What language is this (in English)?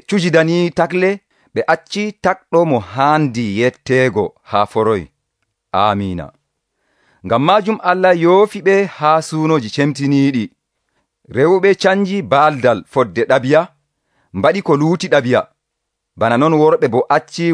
Nigerian Fulfulde